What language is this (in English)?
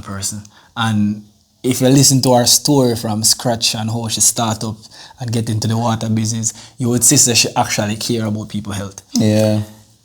Jamaican Creole English